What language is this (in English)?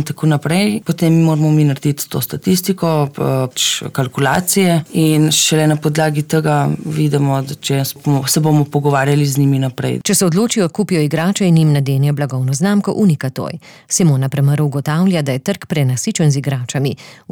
Slovenian